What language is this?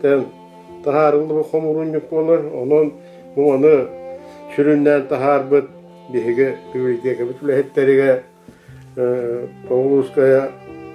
Yakut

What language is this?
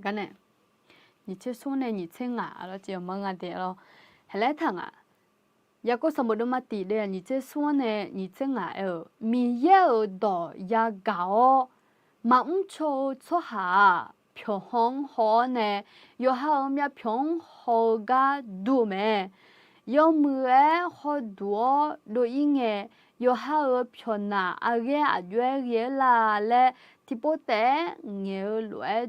Akha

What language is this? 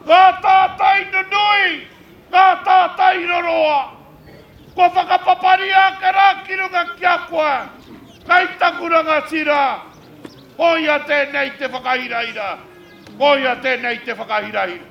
Māori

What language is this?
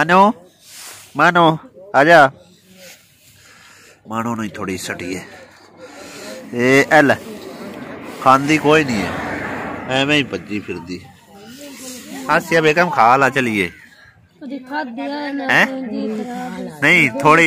Punjabi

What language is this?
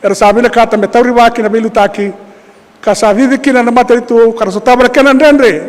Fijian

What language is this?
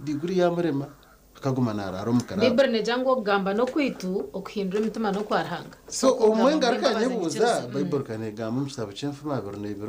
Nyankole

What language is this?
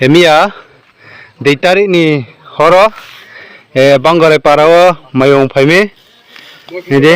Riang (India)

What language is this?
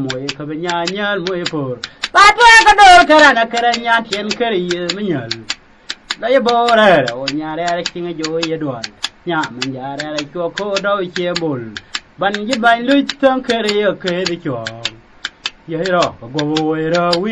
Nuer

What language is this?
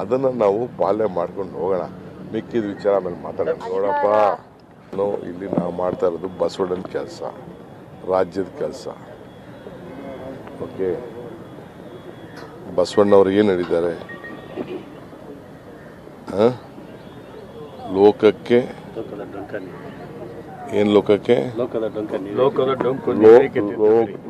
Kannada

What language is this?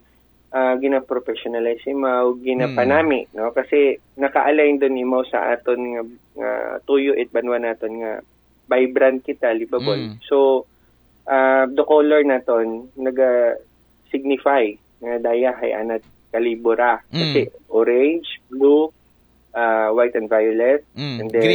Aklanon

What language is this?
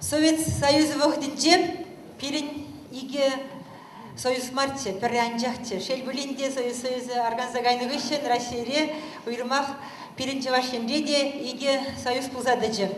Chuvash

